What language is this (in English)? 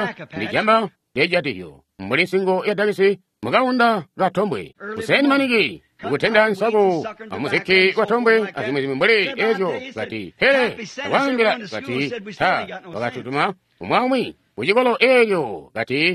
Tonga (Zambia)